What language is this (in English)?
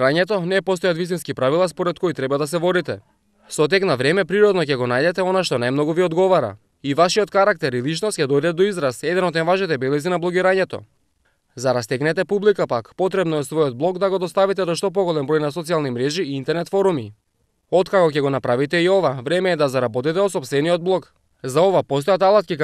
Macedonian